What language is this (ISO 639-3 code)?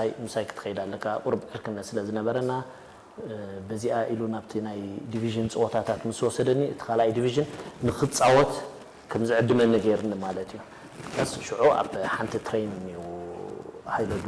tir